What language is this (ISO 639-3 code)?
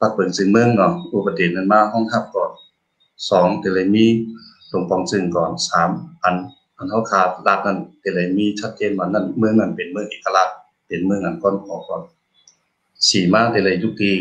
shn